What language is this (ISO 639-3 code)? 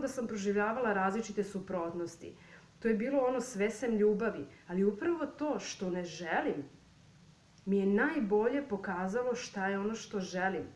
srp